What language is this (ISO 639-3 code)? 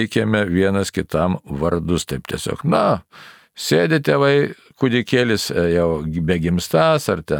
lit